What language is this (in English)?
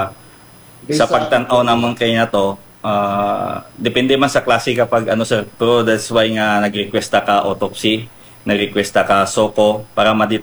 Hiligaynon